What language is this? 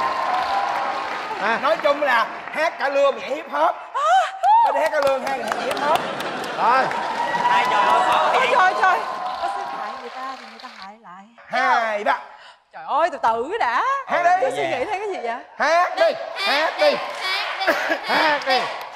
Vietnamese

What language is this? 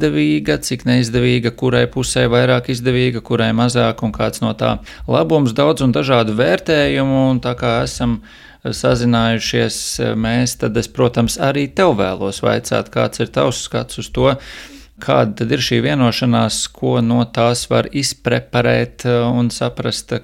Latvian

